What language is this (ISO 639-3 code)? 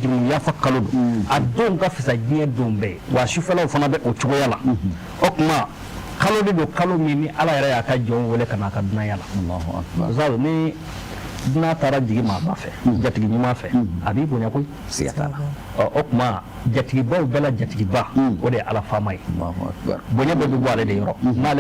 bam